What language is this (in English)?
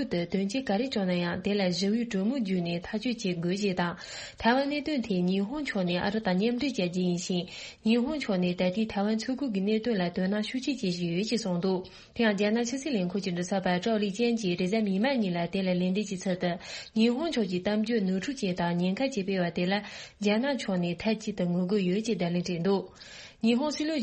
Tibetan